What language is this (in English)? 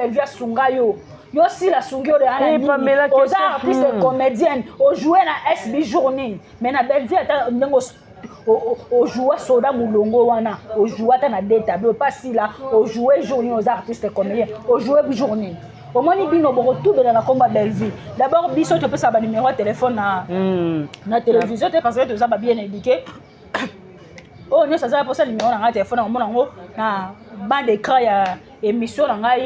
Lingala